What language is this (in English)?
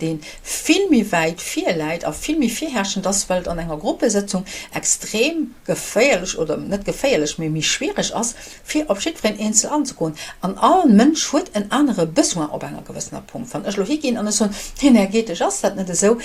Luxembourgish